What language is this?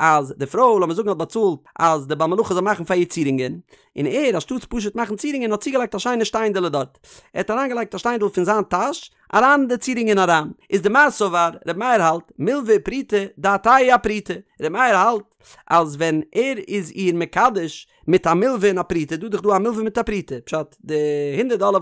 Yiddish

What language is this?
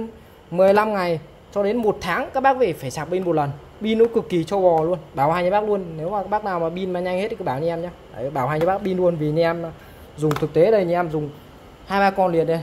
Vietnamese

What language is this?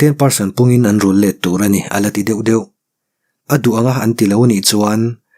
Mizo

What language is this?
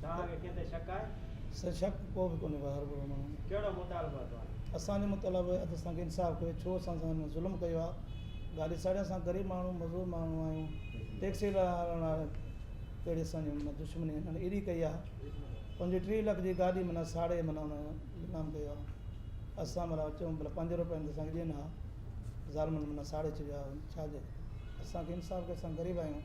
Sindhi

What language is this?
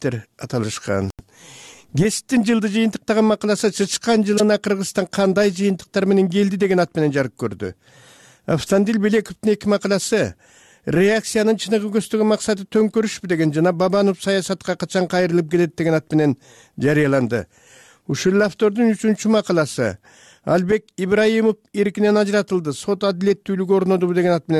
Kyrgyz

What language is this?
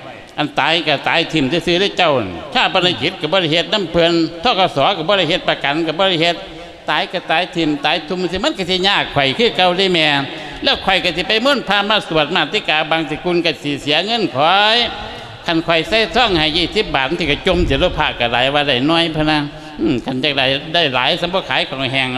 Lao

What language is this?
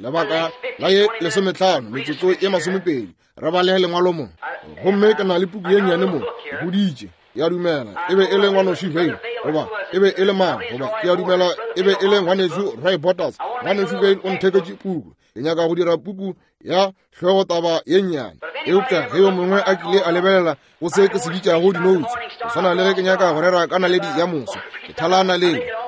Northern Sotho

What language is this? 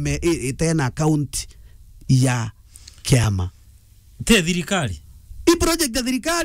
Meru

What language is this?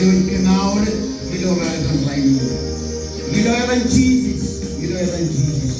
Marshallese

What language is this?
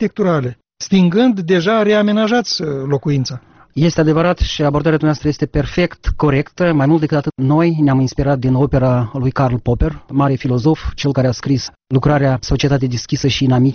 Romanian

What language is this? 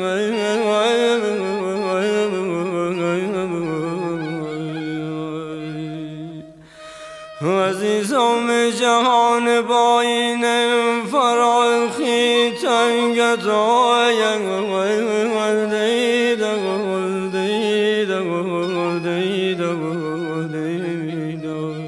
Persian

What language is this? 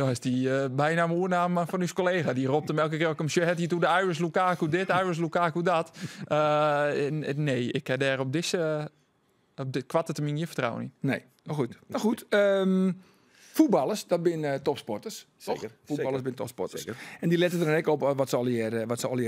Western Frisian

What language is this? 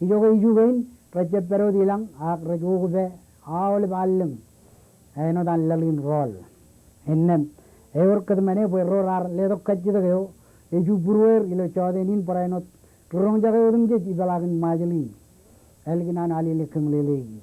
Marshallese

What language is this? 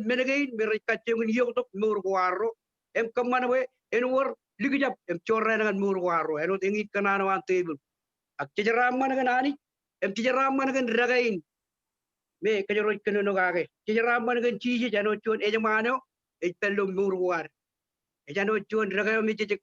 Marshallese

